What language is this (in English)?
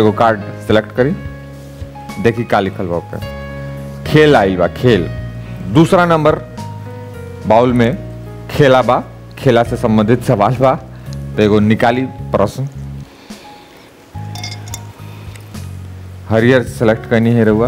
Bhojpuri